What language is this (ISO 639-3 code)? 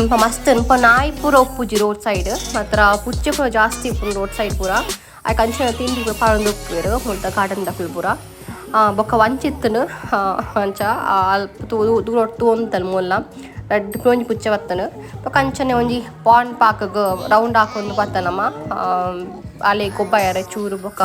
tcy